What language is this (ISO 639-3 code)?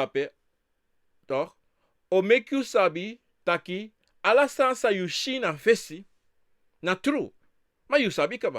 srn